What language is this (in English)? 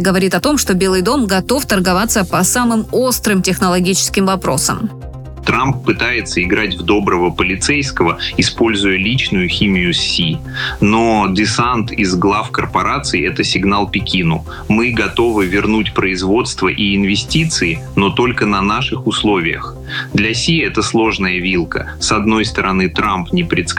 Russian